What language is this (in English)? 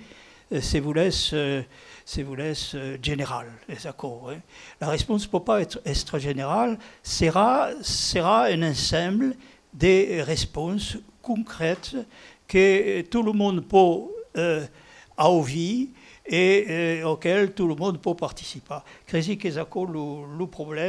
Occitan